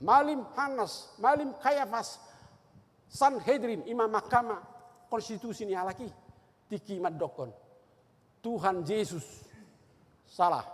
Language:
Batak Toba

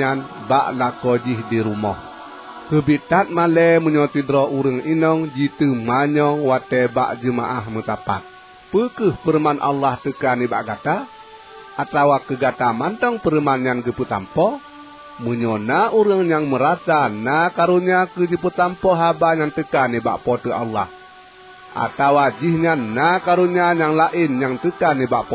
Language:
Achinese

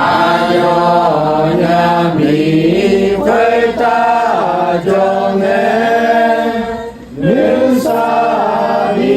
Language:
Akha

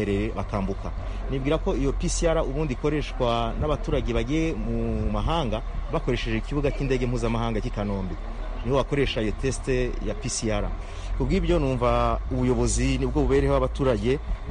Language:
Kinyarwanda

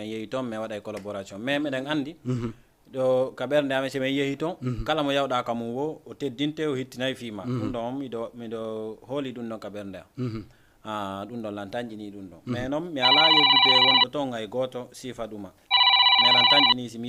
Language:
Fula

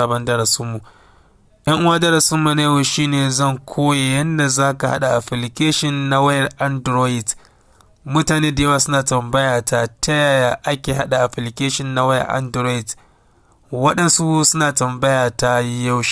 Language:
Hausa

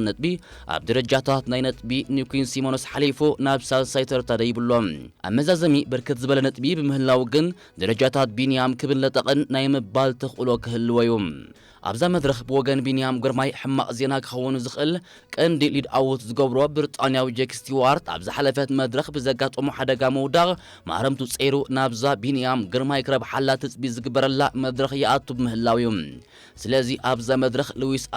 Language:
Tigrinya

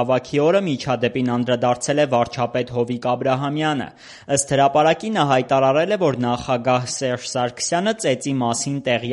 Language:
Armenian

